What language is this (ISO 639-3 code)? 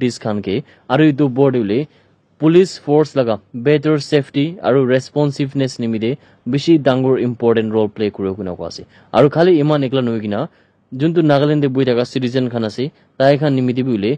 nag